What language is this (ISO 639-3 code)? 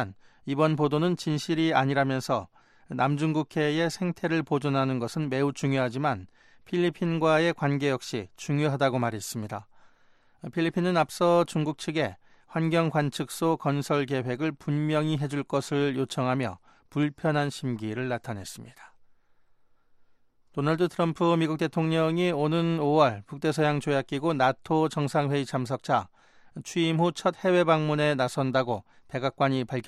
kor